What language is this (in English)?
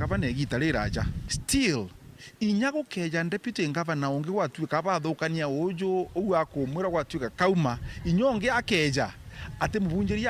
Meru